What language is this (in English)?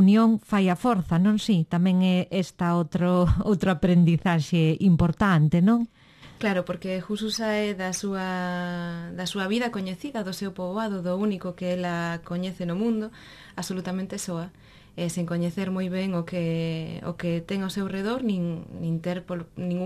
Galician